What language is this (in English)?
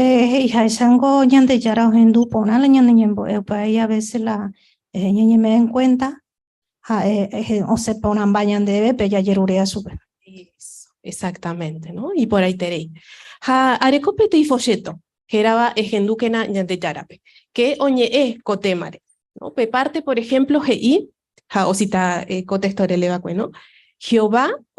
Guarani